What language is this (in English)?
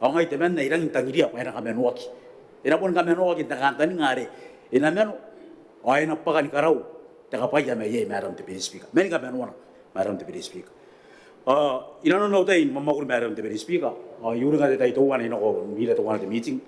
Gilbertese